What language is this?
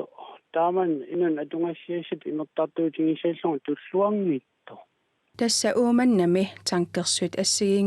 Kalaallisut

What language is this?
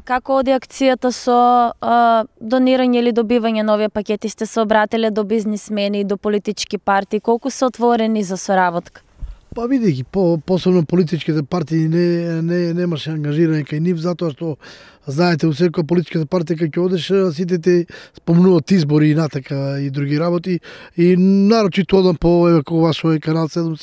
Macedonian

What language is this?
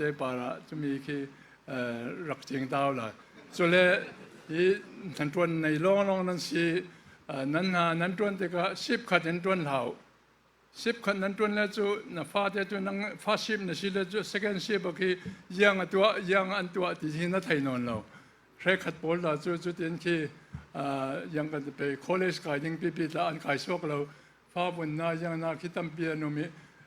Falam Chin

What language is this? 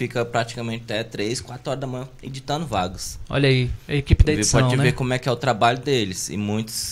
Portuguese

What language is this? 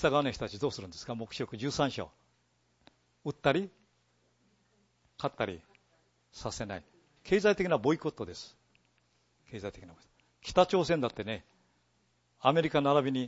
Japanese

